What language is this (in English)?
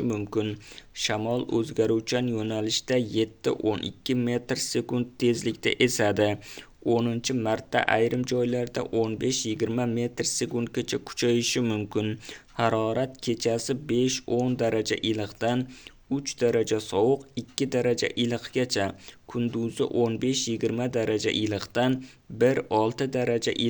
Uzbek